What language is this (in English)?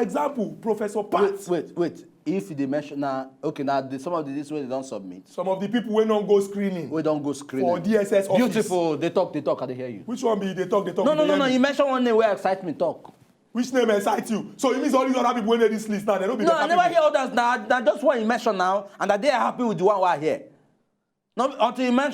Nigerian Pidgin